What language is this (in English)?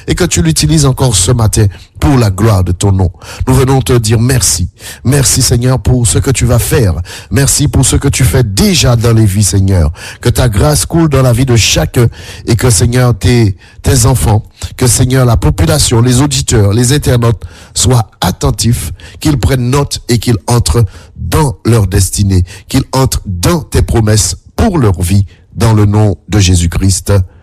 French